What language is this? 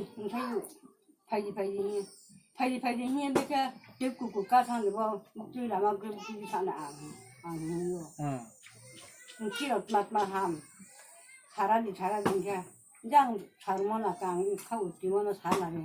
Riang (India)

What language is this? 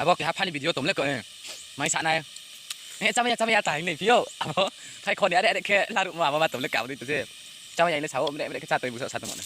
Riang (India)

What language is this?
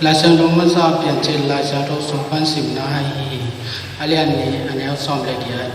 Tedim Chin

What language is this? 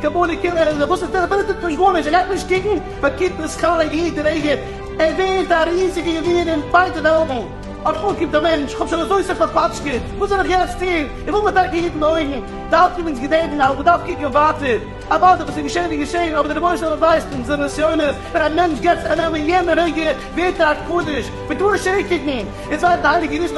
Yiddish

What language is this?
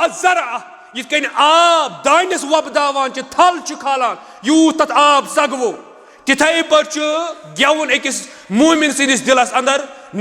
Kashmiri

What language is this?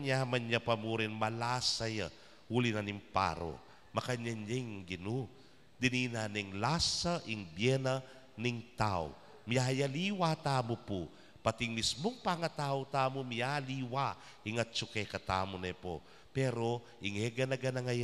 Pampanga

